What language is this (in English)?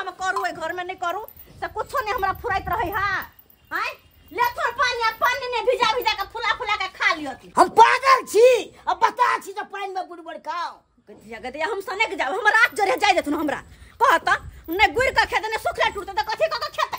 Maithili